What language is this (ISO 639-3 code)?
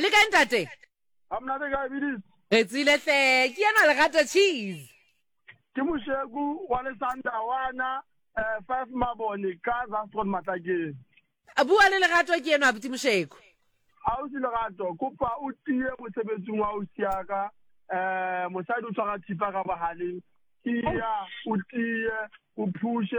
sot